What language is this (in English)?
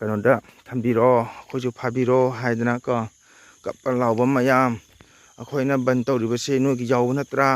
Manipuri